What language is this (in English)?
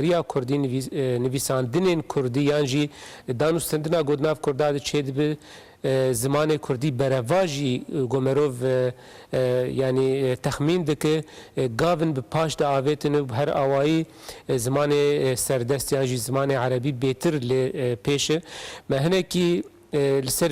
Kurdish